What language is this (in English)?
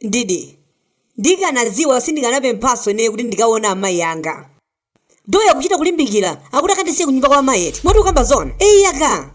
Nyanja